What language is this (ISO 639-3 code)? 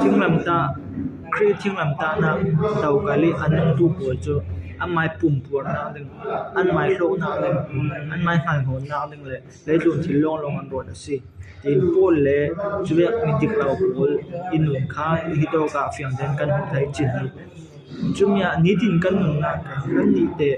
cfm